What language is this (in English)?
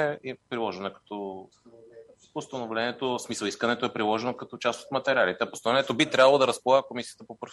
Bulgarian